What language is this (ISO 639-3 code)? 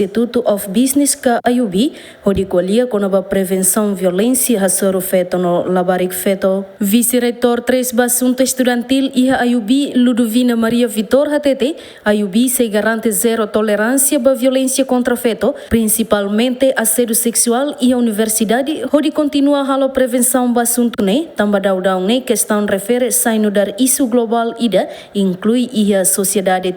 tet